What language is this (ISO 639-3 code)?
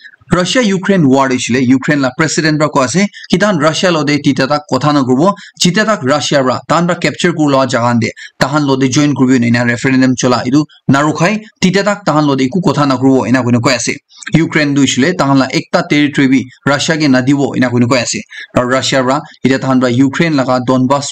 nag